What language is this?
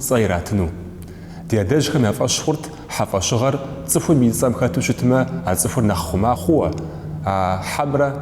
Kabardian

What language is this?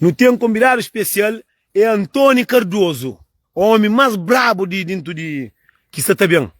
Kabuverdianu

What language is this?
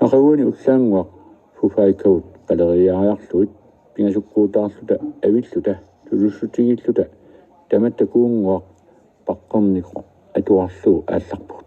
Kalaallisut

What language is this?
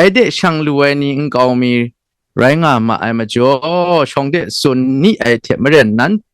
Kachin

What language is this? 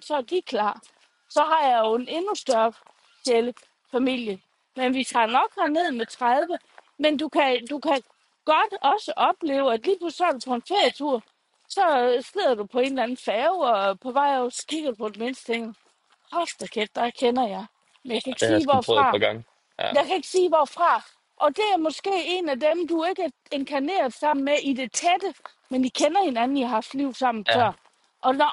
Danish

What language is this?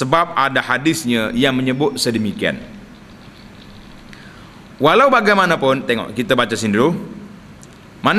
Malay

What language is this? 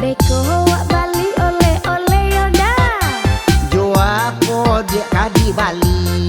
Minangkabau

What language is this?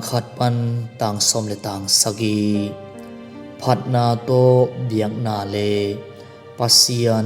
Tedim Chin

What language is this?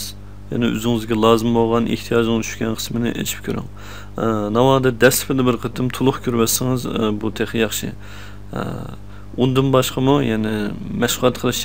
Uyghur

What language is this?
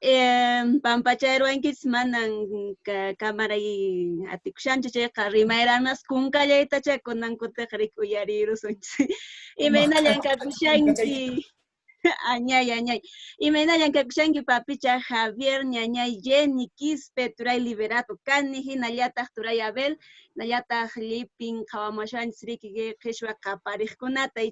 Quechua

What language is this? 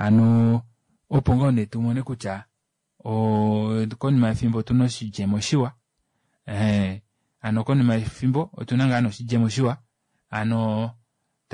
Kuanyama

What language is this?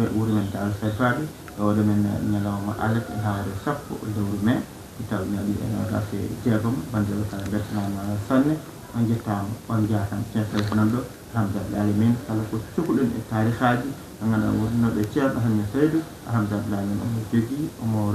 Fula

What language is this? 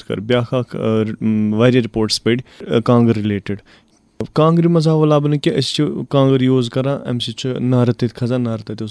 Kashmiri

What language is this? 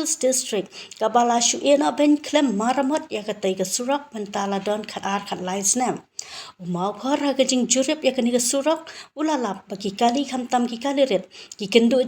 Khasi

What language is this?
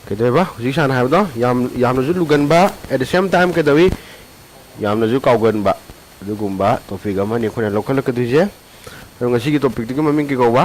Manipuri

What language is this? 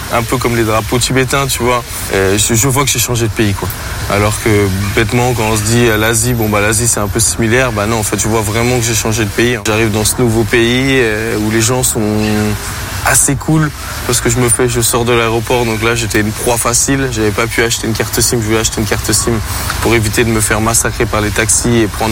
French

